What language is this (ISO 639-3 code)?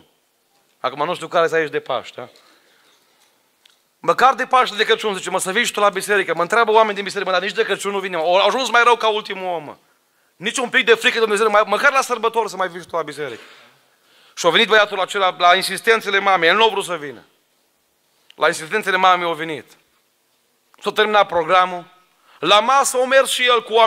ron